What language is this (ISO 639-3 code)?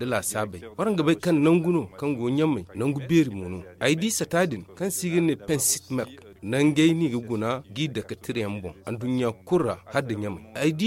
dje